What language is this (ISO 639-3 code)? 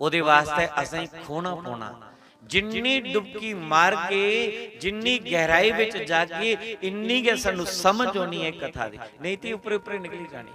doi